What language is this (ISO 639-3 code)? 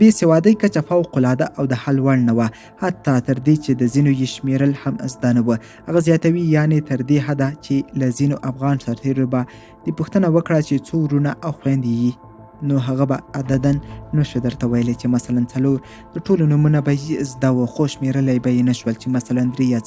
pus